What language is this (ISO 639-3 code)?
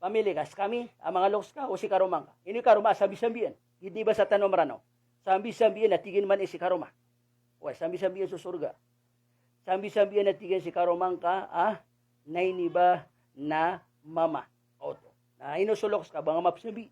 mrw